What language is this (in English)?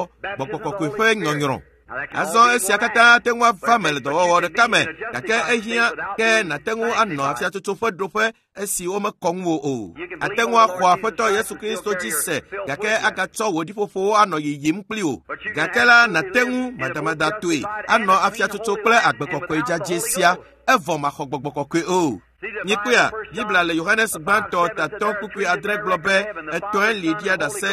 Ewe